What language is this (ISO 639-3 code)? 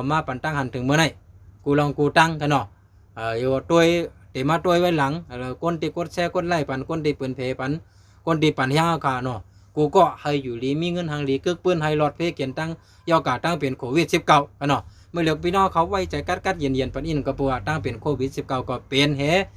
shn